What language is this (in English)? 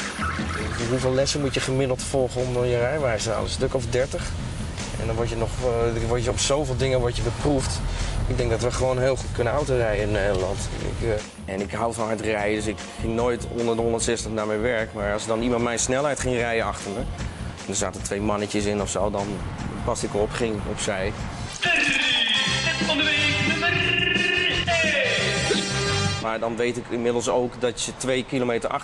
Dutch